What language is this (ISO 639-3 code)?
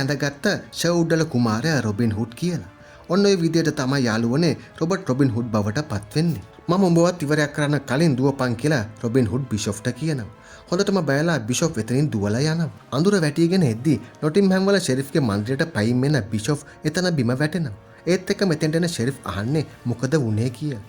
sin